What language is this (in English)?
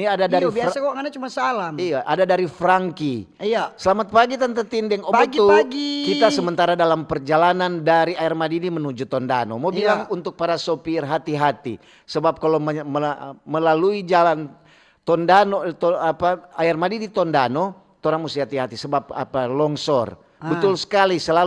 Manado Malay